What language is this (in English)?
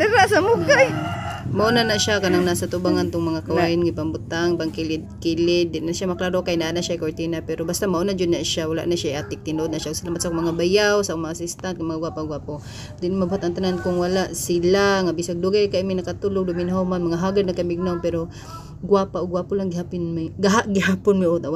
Cebuano